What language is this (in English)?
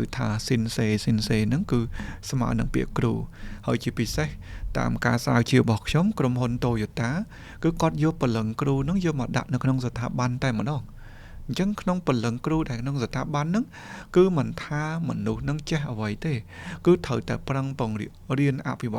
Khmer